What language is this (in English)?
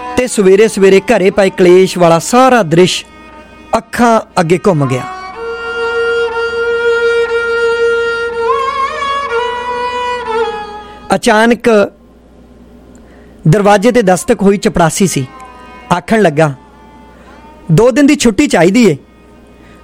Punjabi